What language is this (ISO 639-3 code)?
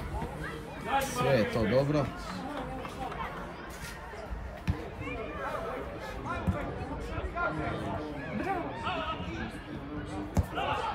srp